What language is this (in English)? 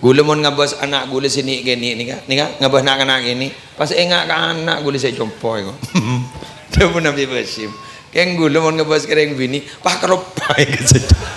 Madurese